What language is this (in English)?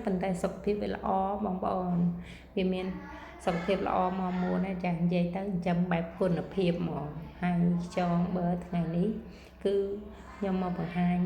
Khmer